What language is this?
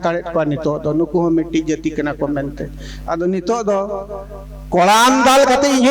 Santali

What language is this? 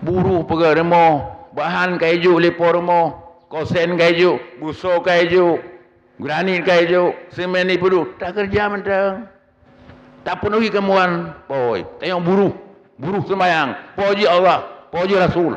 Achinese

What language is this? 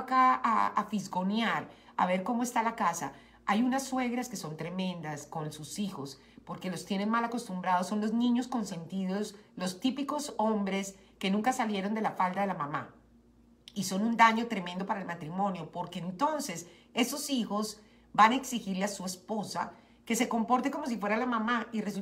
Spanish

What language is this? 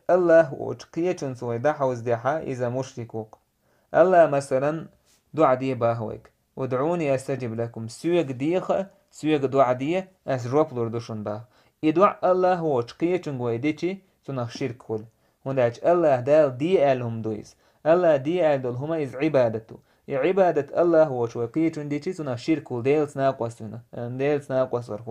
Chechen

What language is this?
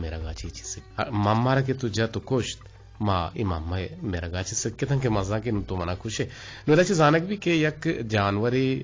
Eastern Balochi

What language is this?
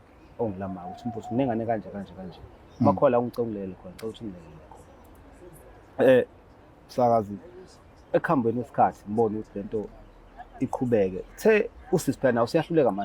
Zulu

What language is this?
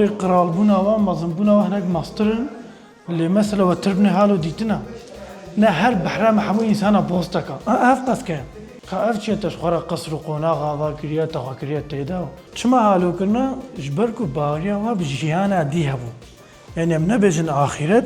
Kurdish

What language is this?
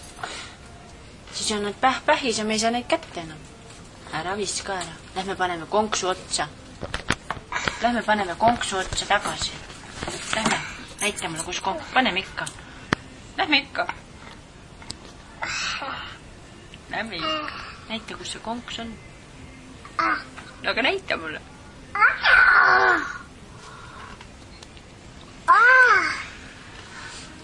Estonian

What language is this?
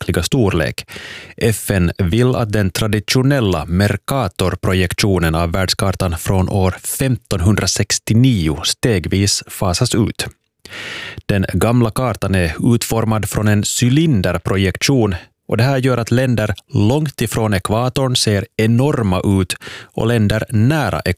Swedish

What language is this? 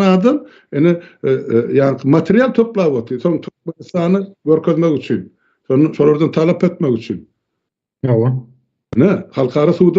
Turkmen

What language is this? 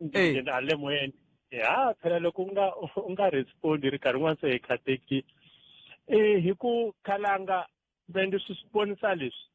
Tsonga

